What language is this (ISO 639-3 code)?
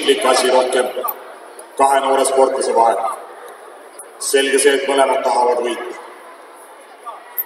est